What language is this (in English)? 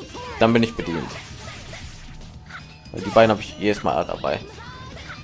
German